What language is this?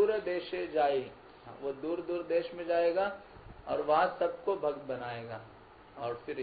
Hindi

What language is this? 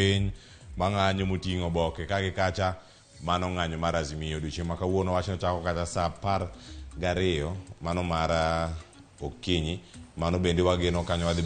Luo (Kenya and Tanzania)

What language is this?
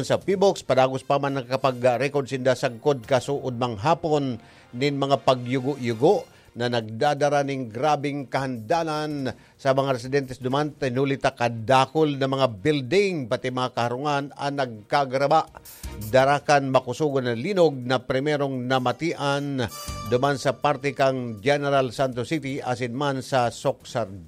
Bikol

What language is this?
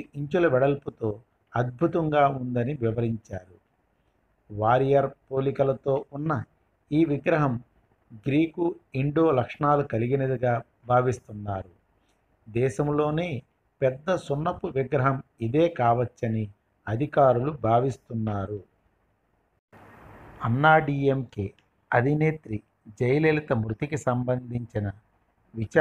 Telugu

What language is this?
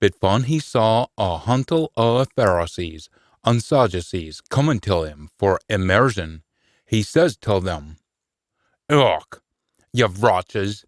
Scots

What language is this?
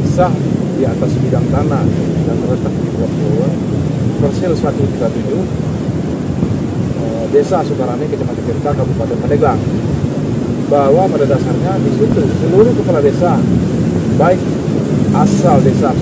Indonesian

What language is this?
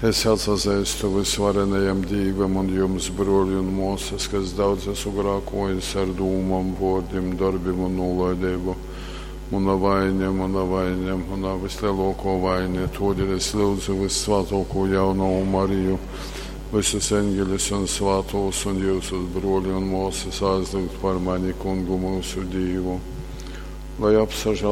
Latgalian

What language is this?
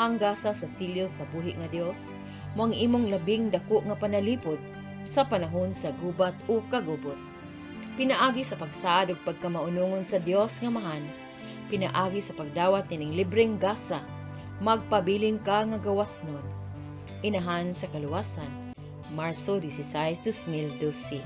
Cebuano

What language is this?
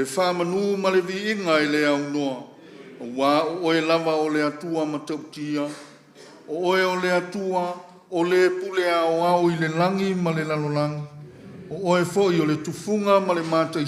Samoan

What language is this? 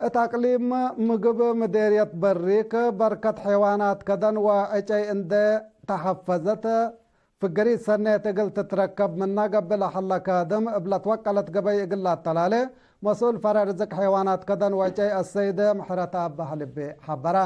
Tigre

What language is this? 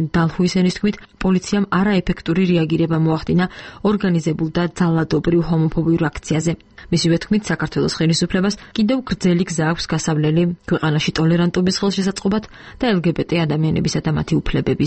Georgian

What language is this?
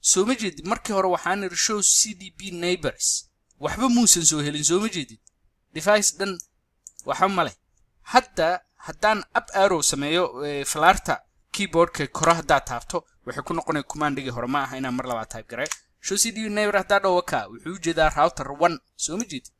Somali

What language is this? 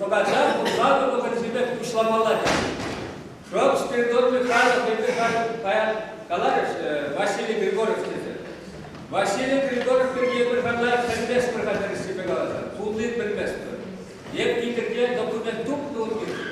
Chuvash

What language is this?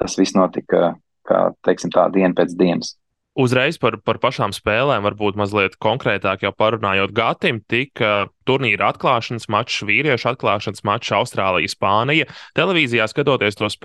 Latvian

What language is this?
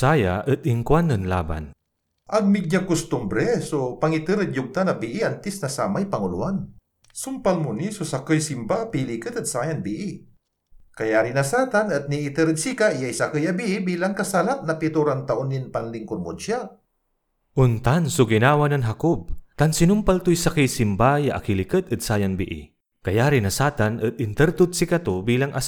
Pangasinan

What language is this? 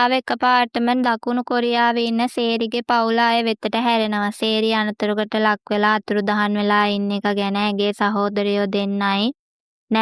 Sinhala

